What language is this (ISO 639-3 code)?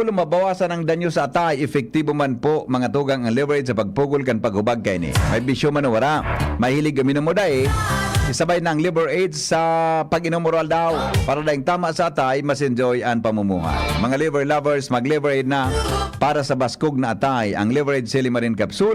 bik